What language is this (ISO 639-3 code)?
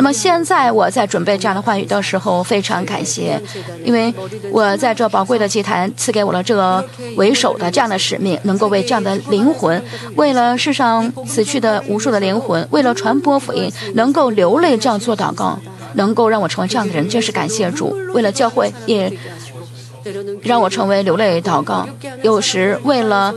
zho